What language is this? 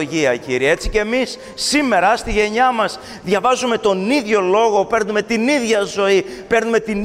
Greek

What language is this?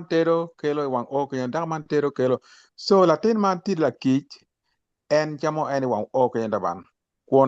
Acoli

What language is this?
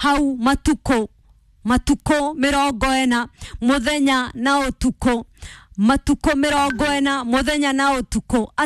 Kikuyu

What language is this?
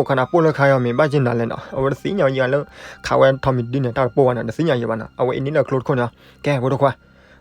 S'gaw Karen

